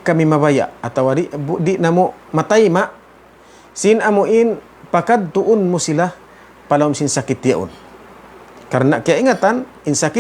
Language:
Tausug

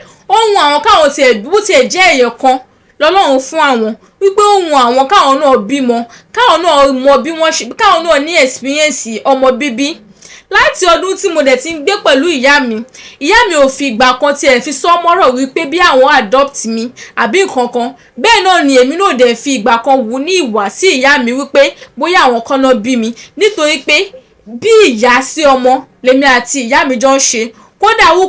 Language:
Yoruba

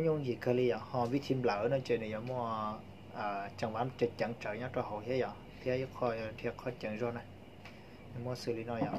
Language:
Hmong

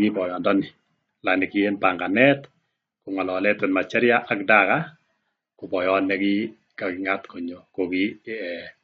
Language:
Kalenjin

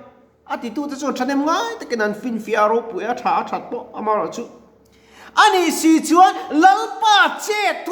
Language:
Mizo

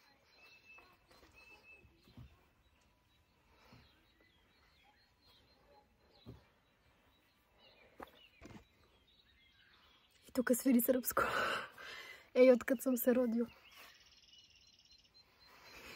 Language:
Bulgarian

